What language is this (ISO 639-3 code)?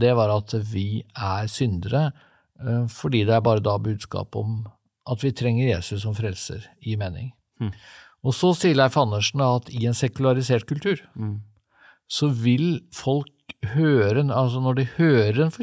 nor